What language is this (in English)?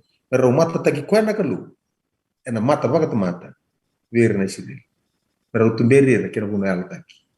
Fijian